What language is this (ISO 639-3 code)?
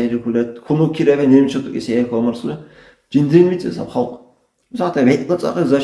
dar